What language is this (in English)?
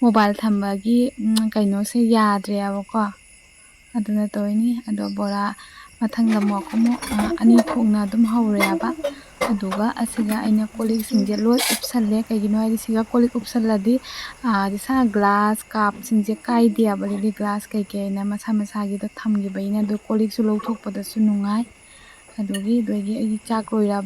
Manipuri